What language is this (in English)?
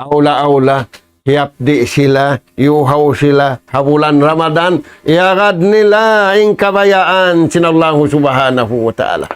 Tausug